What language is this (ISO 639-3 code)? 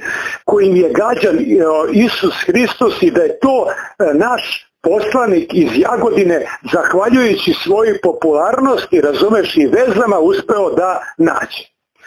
srp